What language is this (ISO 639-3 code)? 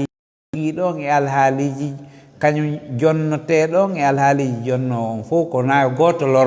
ful